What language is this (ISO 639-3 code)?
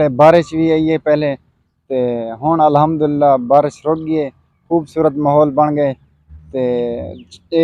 skr